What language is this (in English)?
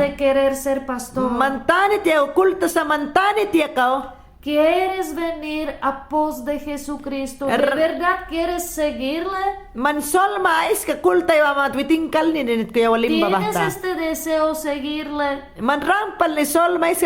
Mayangna